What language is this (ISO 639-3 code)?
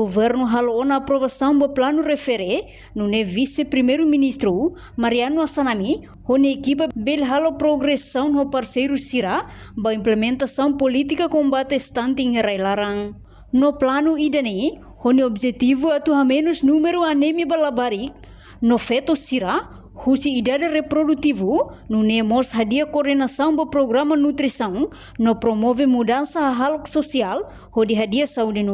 tet